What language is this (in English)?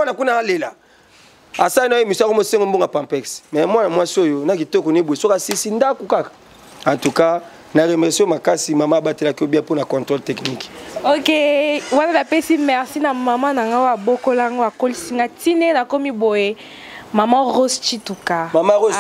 Lingala